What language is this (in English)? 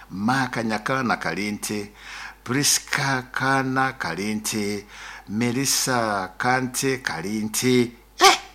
Nyoro